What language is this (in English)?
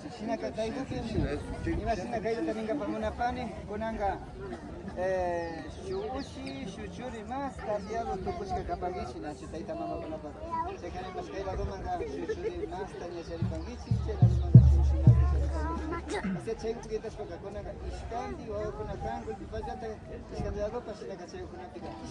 Imbabura Highland Quichua